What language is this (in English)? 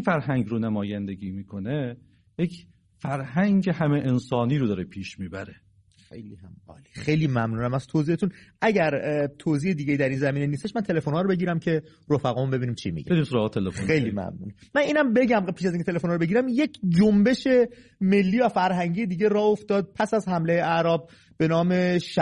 Persian